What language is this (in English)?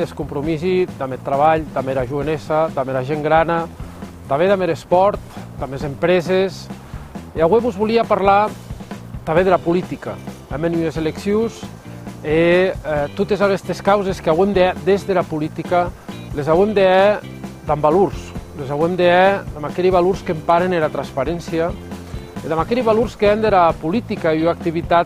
Occitan